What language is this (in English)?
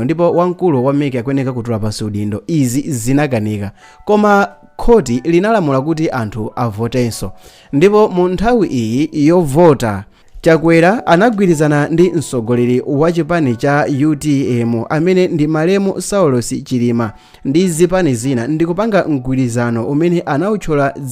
Nyanja